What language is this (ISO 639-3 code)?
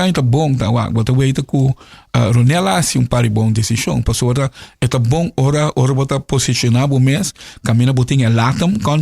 pap